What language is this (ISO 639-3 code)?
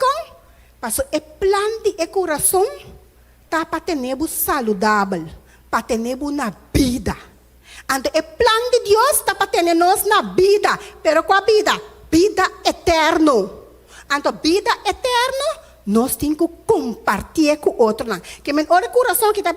pap